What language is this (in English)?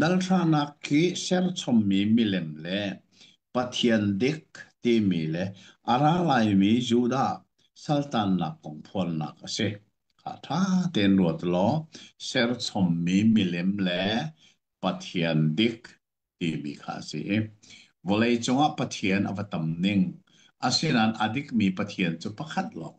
Hakha Chin